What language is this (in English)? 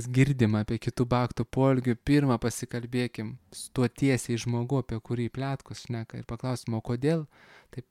Lithuanian